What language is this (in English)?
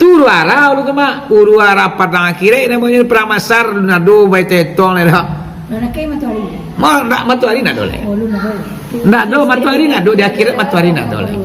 Minangkabau